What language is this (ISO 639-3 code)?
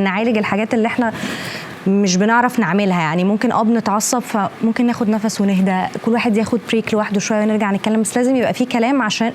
arz